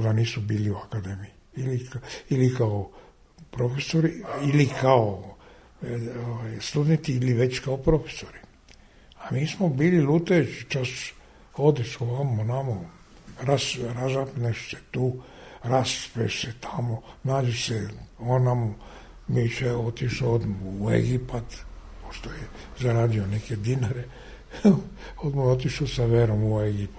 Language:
Serbian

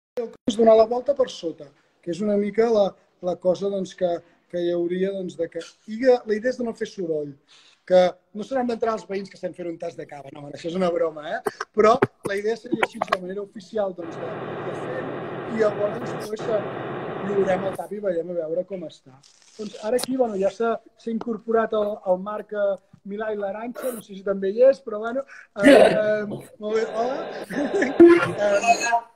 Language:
Catalan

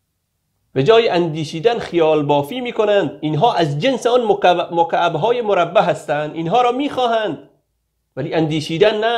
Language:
Persian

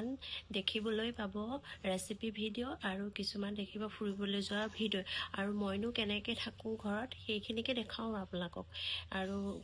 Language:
Assamese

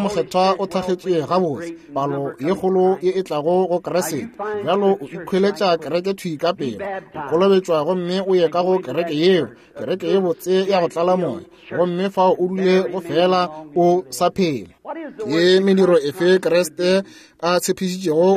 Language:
Northern Sotho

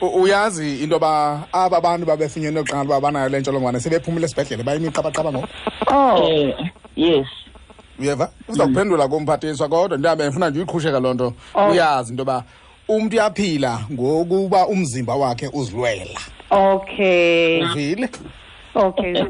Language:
Xhosa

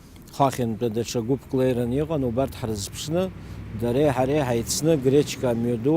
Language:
Abkhazian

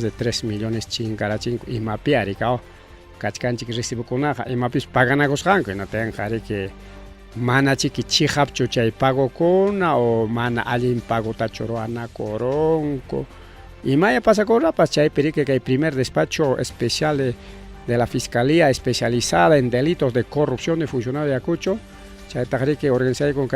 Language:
Ayacucho Quechua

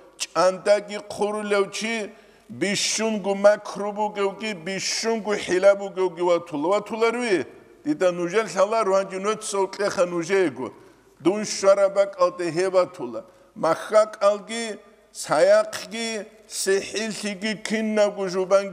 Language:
Avaric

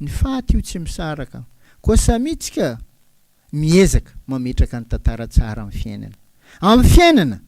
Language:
Malagasy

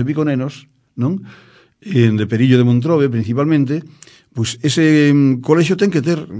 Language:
Galician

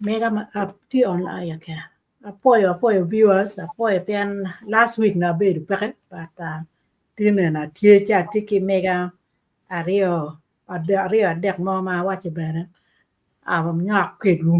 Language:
Acoli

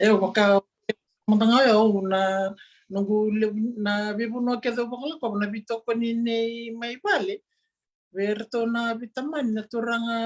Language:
Fijian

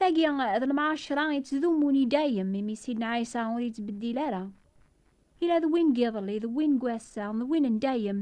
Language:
Kabyle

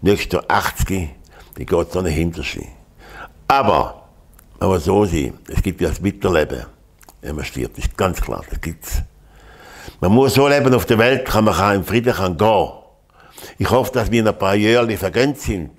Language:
Swiss German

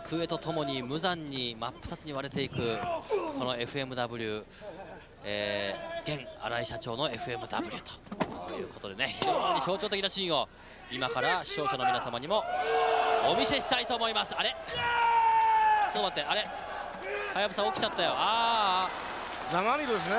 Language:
Japanese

